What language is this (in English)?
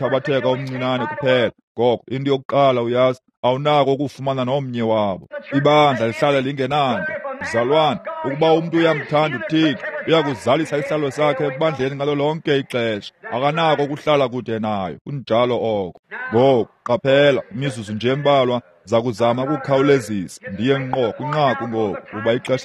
Xhosa